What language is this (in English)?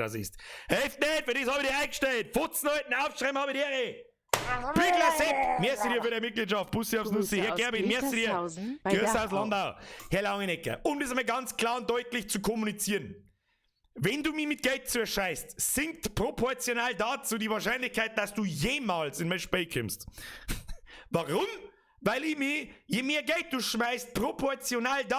Bavarian